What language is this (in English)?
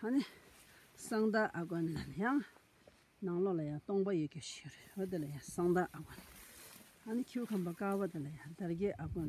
Tibetan